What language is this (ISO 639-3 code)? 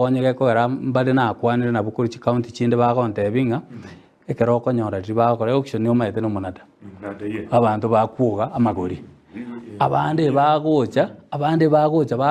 guz